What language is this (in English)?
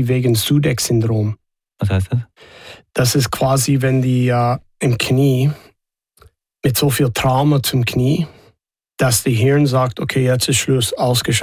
German